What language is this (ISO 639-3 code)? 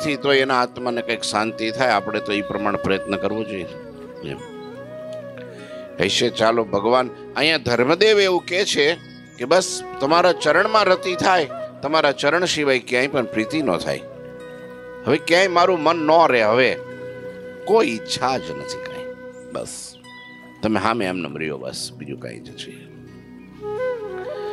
guj